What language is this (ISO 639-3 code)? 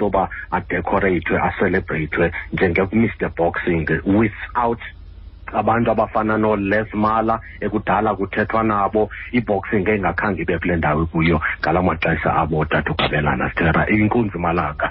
xho